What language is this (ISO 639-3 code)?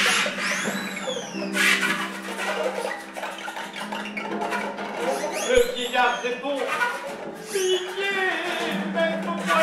fra